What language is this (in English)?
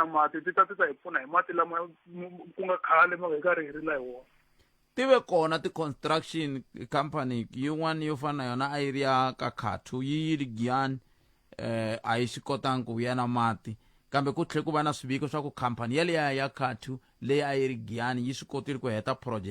Tsonga